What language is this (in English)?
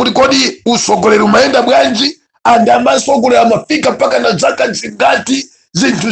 Nyanja